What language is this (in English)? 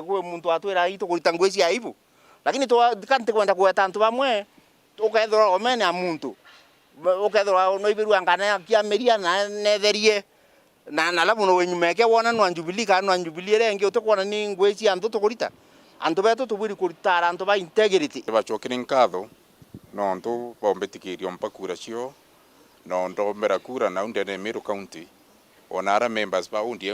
Meru